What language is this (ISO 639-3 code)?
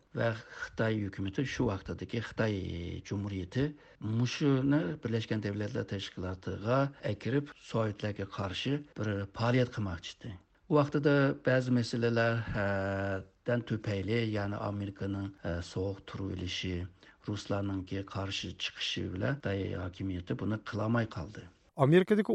uig